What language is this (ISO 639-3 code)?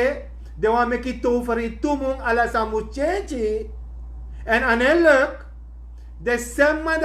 srn